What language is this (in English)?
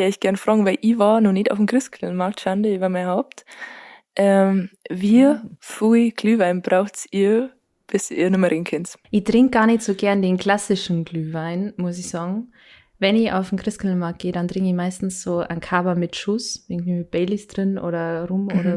Bavarian